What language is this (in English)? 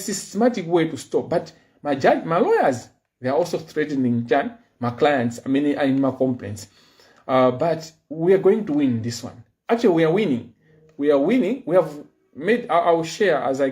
Nyanja